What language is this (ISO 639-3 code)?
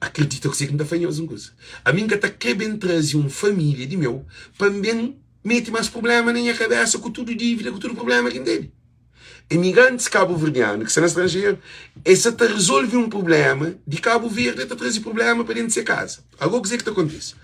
kea